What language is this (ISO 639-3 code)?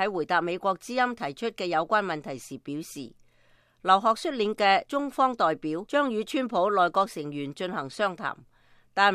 yue